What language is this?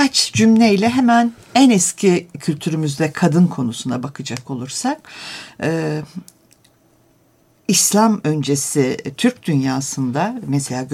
Turkish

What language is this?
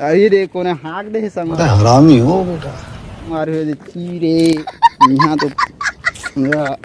Chhattisgarhi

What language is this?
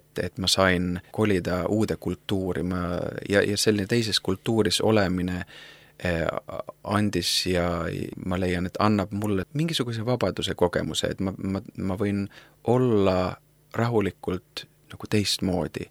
Estonian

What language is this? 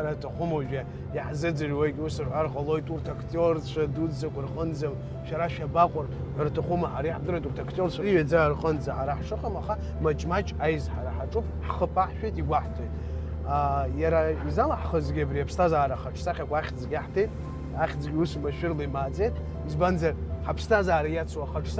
Abkhazian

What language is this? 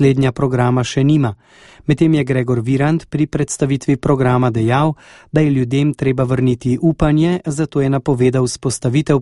Slovenian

